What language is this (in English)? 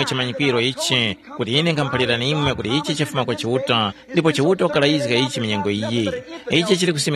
Tumbuka